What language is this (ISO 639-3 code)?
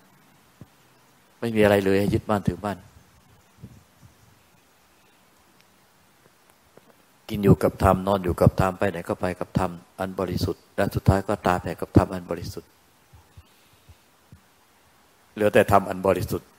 tha